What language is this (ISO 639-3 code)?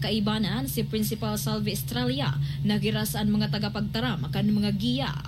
bik